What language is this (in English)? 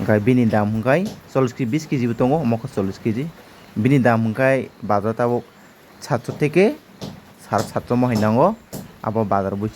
Kok Borok